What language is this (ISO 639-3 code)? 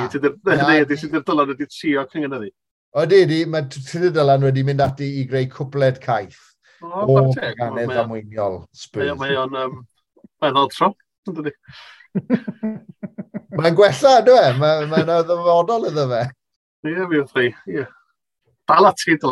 cym